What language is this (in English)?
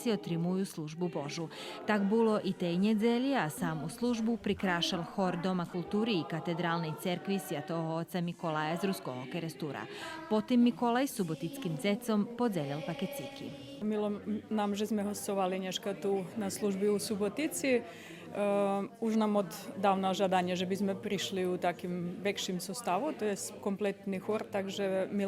Rusyn